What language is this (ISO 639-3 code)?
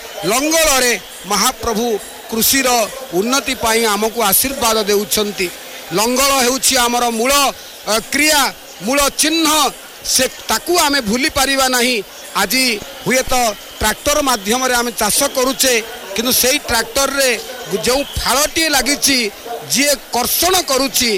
ori